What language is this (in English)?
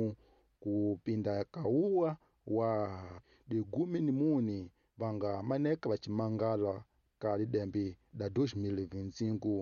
Tsonga